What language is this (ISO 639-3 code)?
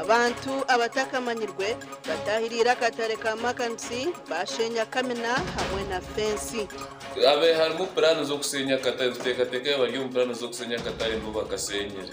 nyn